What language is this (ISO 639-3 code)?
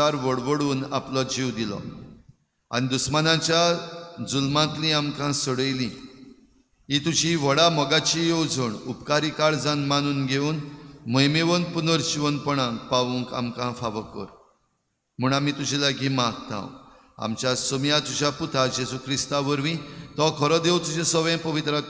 kok